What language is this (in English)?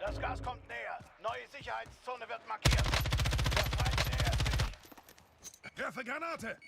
Bavarian